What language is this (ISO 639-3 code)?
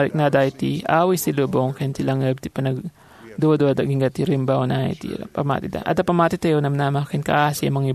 ilo